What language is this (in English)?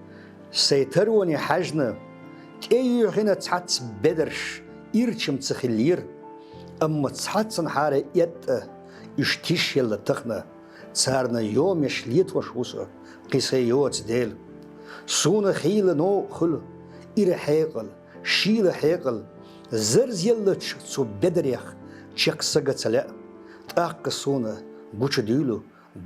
Chechen